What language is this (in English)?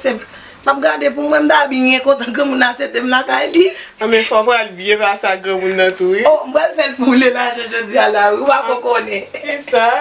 Haitian Creole